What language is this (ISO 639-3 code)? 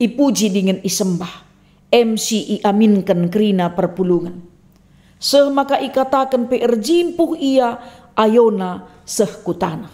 btx